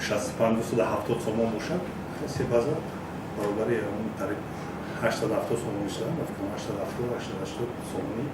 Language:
Tajik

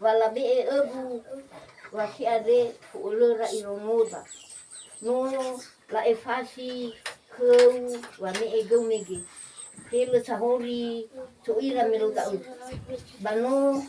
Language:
Nias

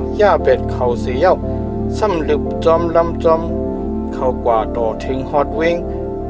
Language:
Shan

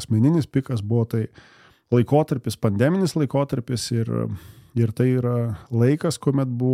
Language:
Lithuanian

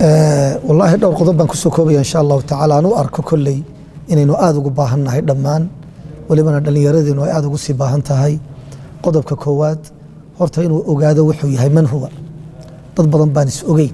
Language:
Somali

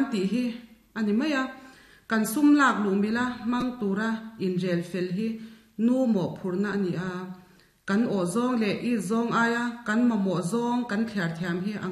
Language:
Mizo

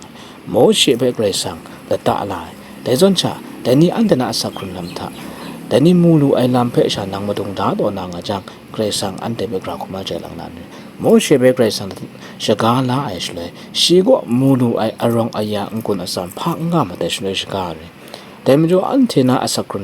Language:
Kachin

